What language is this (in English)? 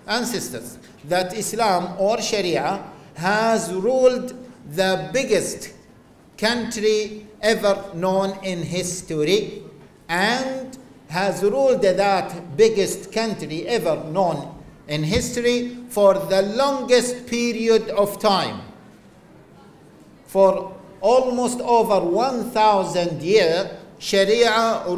English